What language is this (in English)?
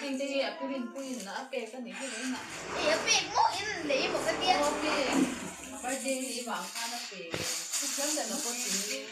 Mizo